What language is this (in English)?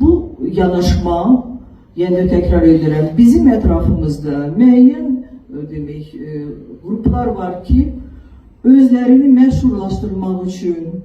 Azerbaijani